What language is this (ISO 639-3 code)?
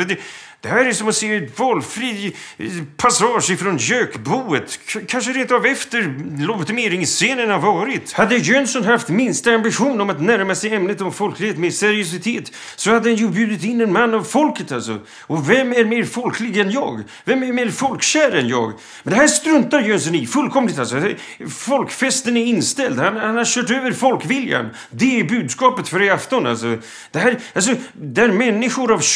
swe